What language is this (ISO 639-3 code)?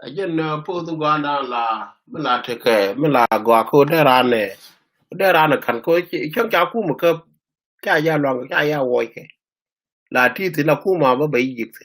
nus